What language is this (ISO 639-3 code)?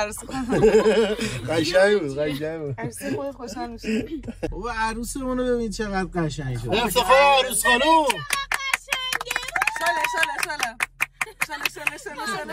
fas